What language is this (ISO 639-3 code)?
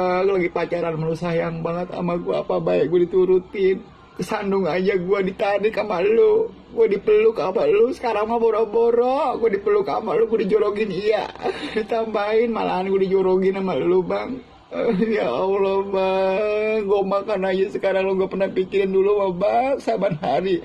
bew